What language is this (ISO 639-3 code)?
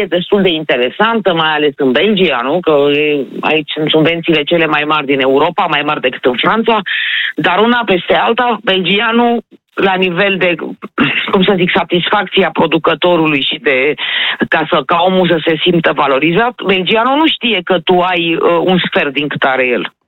ron